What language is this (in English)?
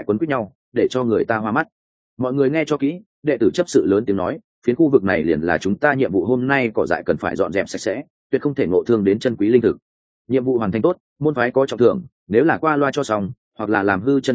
Vietnamese